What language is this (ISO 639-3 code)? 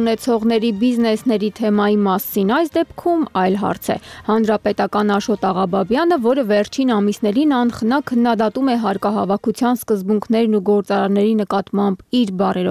hye